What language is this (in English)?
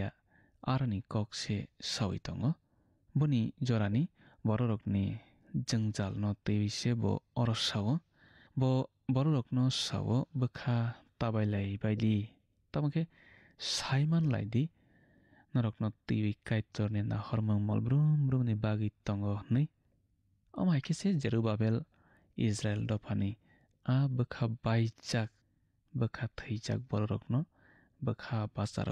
Kok Borok